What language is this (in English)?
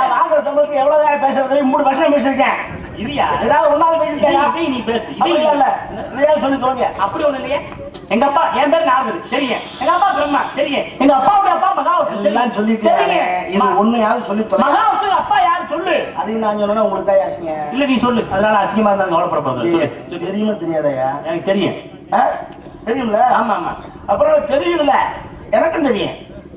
Tamil